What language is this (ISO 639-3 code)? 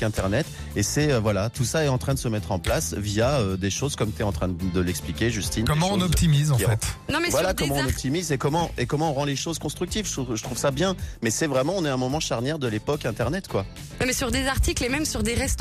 fra